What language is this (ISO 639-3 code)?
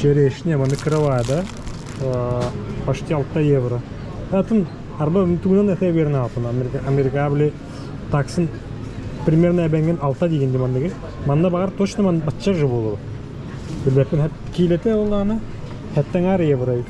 sah